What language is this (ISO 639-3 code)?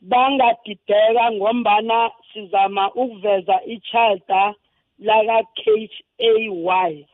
nbl